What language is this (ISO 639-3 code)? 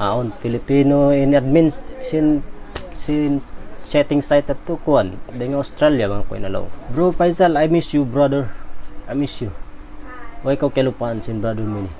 tsg